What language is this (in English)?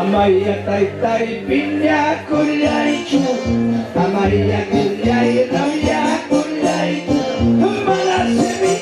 Ayacucho Quechua